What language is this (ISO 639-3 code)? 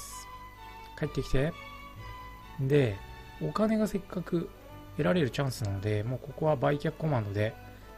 jpn